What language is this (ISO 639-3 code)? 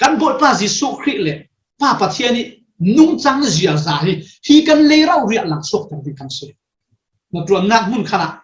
cfm